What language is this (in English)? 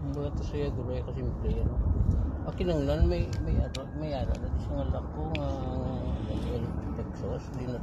Hiligaynon